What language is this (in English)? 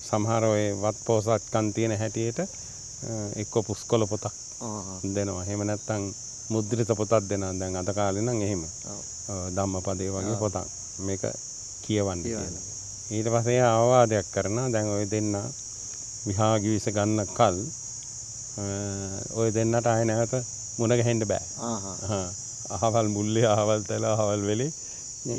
Sinhala